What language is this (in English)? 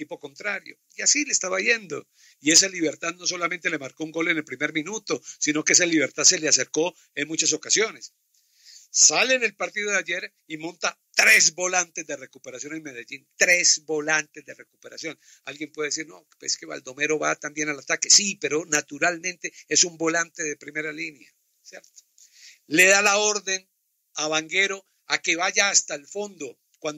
Spanish